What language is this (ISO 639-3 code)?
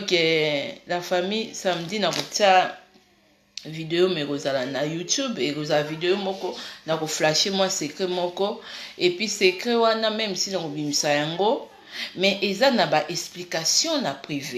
lin